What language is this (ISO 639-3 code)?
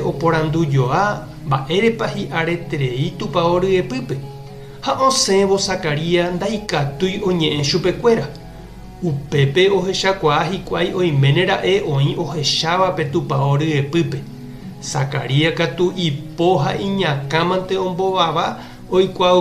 grn